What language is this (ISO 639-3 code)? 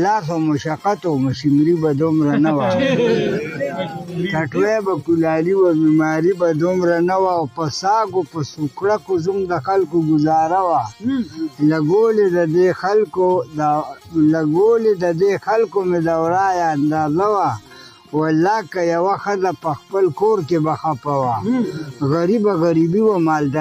pus